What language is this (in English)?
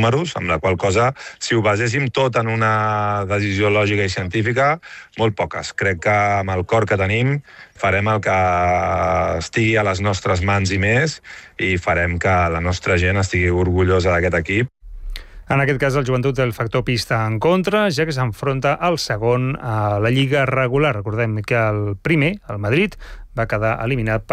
Catalan